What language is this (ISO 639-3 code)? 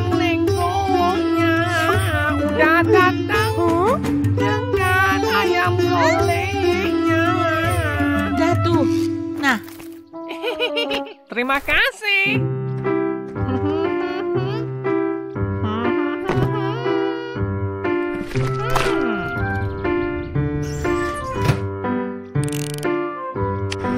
msa